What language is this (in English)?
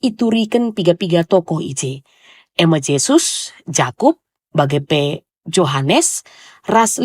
Batak Karo